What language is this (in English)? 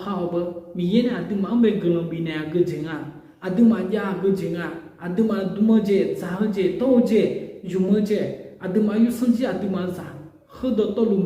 Akha